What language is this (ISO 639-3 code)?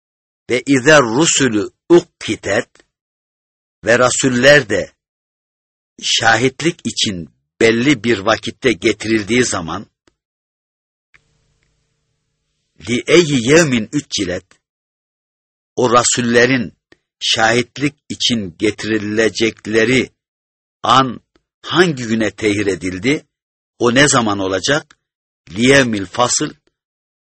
tur